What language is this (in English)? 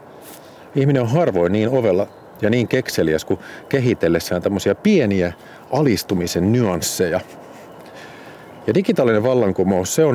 Finnish